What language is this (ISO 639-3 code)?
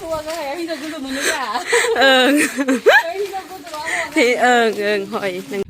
brx